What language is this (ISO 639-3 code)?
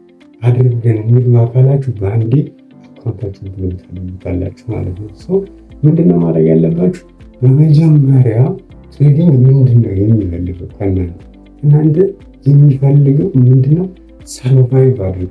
amh